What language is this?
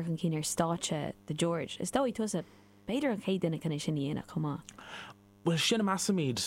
Irish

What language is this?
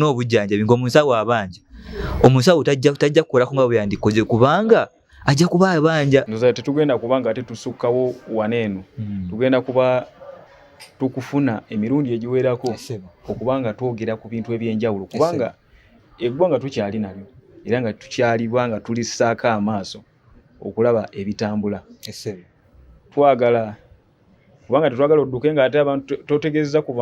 Ganda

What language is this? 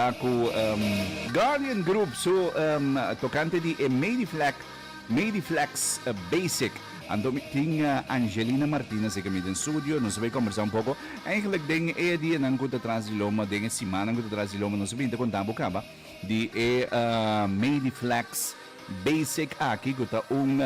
Papiamento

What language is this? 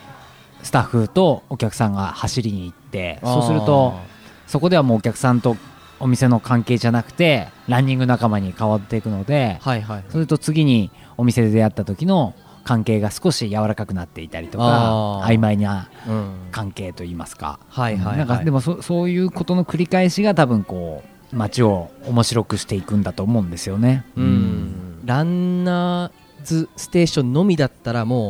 Japanese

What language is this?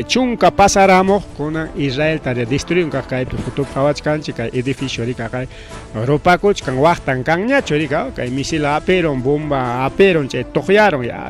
Ayacucho Quechua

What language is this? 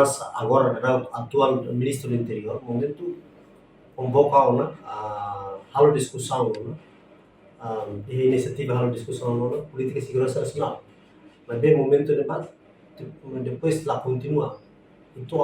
Tetum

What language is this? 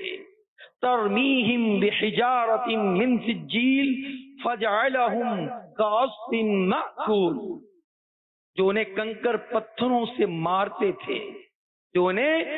Urdu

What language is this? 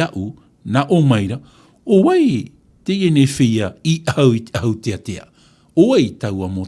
Tahitian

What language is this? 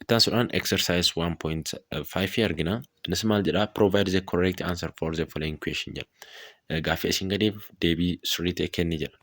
Oromo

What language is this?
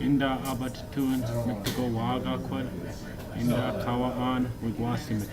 Chippewa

